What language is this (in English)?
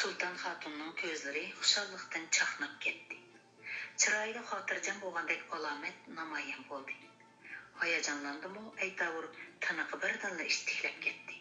Uyghur